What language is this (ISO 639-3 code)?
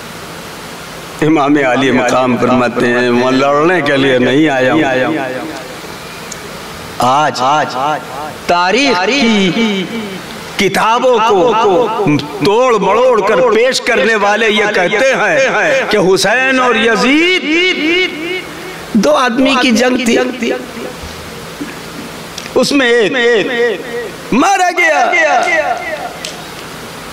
hin